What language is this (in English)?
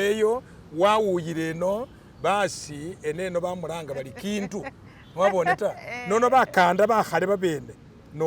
Masaaba